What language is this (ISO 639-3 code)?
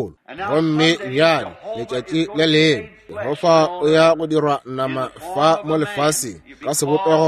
nso